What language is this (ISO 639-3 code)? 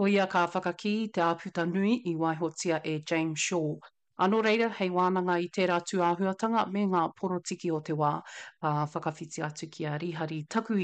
mri